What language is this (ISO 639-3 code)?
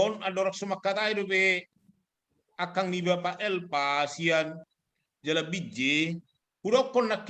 bbc